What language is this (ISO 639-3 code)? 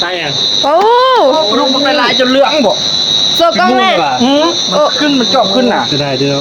tts